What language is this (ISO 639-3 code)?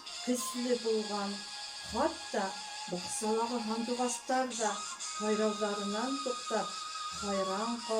bak